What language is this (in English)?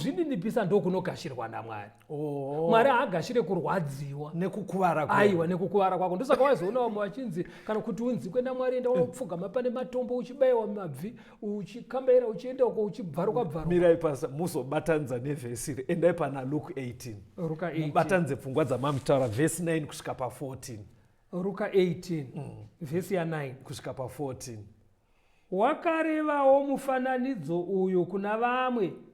Shona